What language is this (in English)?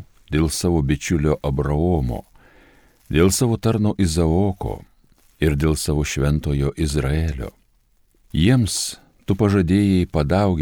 Lithuanian